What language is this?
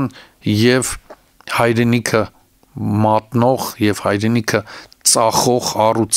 Armenian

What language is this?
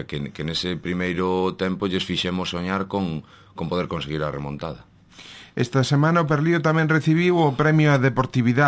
Galician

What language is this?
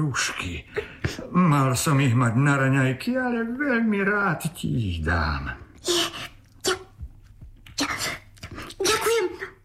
Slovak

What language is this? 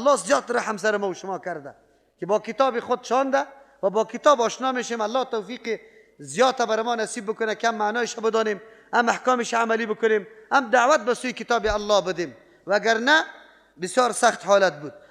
Persian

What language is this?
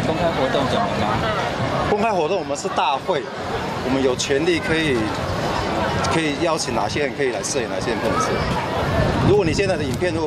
Chinese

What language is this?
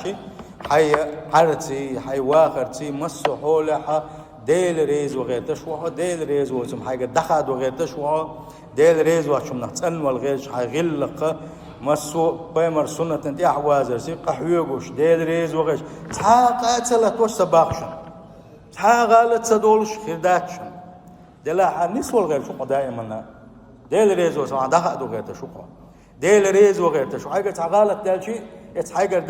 Chechen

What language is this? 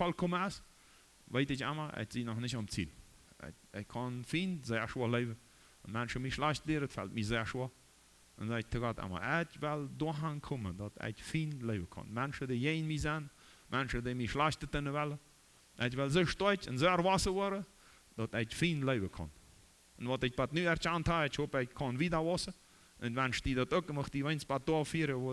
Plautdietsch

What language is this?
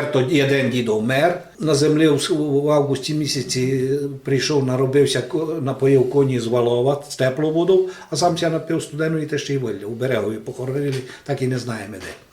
Rusyn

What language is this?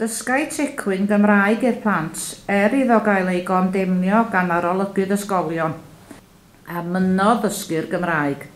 Welsh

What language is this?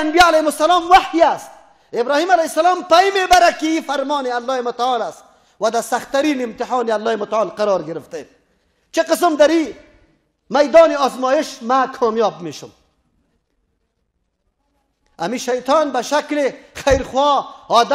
Persian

